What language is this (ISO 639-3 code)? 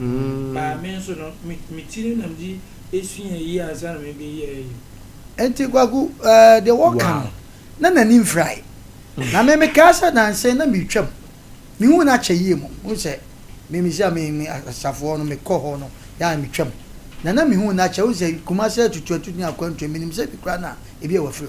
aka